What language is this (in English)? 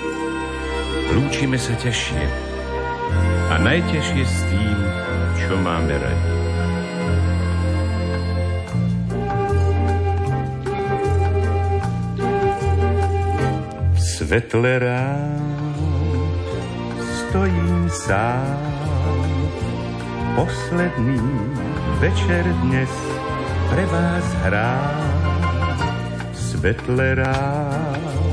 Slovak